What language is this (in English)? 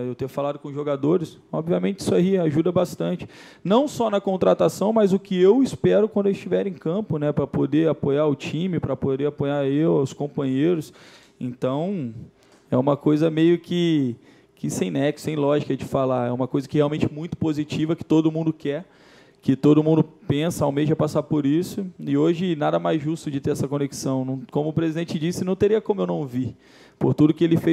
Portuguese